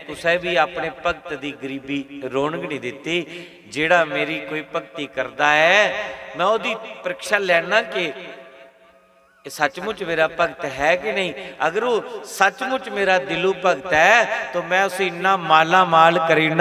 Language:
Dogri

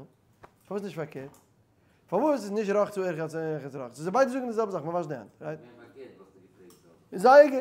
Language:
Yiddish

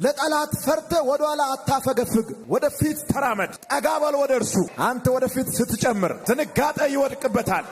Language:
Amharic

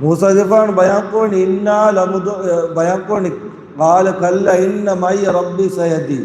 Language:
Divehi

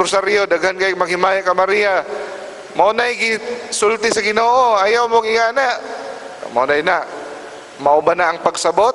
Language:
Cebuano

